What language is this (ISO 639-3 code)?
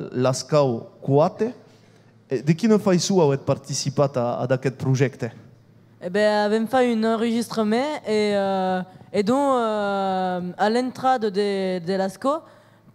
oci